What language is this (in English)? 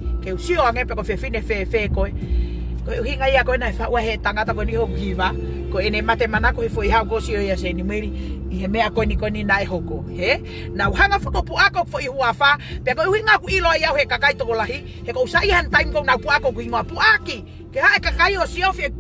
Tongan